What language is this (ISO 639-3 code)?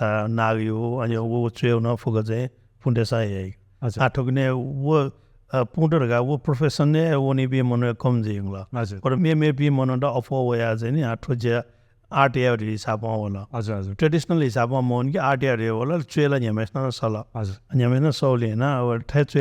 new